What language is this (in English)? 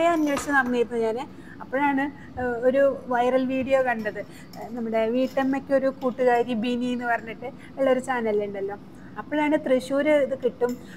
Malayalam